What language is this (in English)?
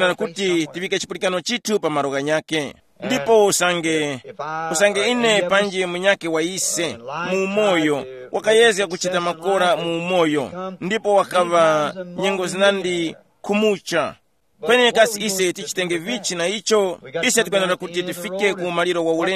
Tumbuka